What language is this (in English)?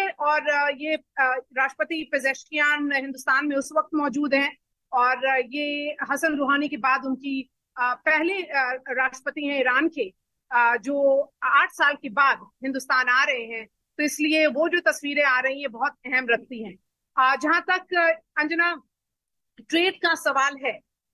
Hindi